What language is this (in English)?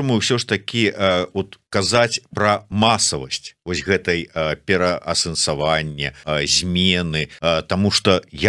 Belarusian